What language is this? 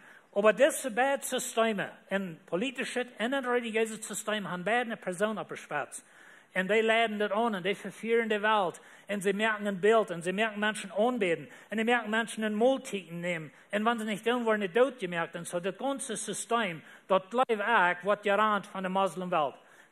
Plautdietsch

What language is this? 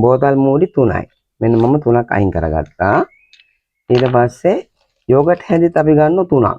Sinhala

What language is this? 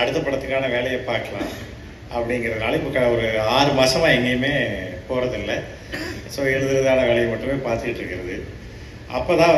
Tamil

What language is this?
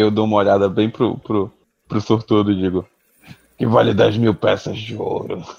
Portuguese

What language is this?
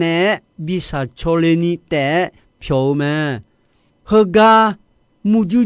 Akha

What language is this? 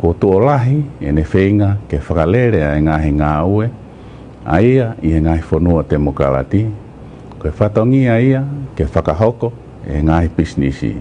Tongan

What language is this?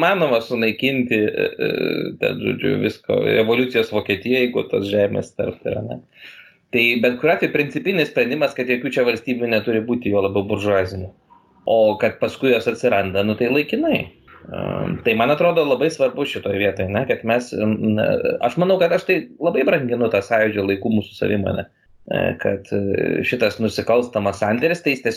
Lithuanian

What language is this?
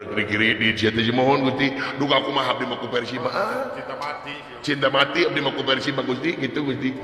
Sundanese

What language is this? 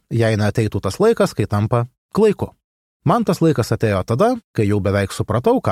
Lithuanian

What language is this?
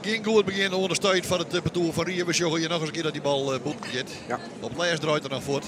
Western Frisian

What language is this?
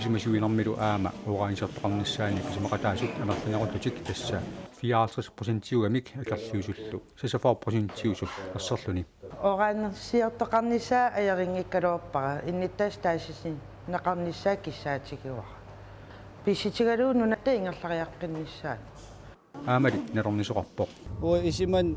Kalaallisut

